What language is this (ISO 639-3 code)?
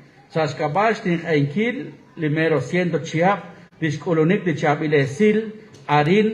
kek